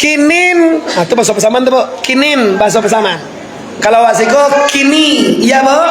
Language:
Minangkabau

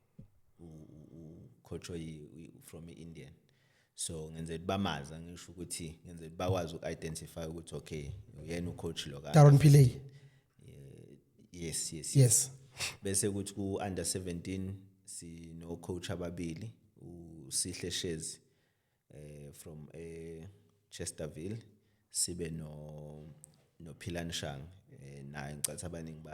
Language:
Zulu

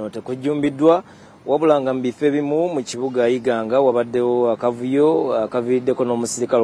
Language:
Ganda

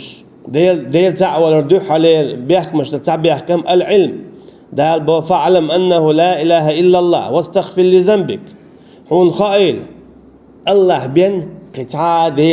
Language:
Chechen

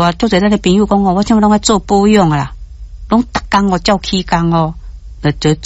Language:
Min Nan Chinese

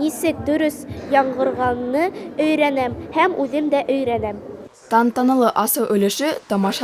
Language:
Bashkir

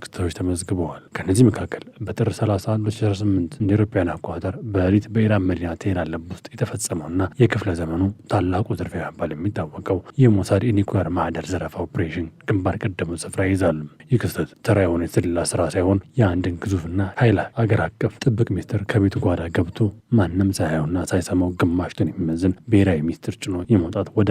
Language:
Amharic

